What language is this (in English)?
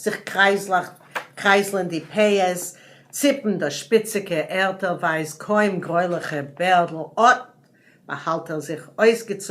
Yiddish